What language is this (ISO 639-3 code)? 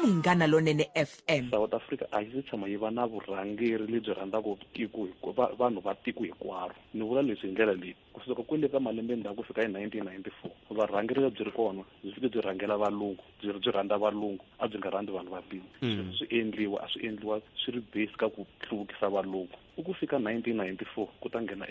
tso